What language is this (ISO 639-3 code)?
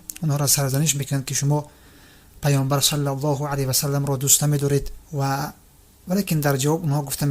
tgk